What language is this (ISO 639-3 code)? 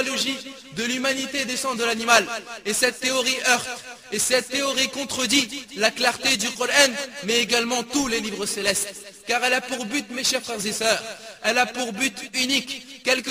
fra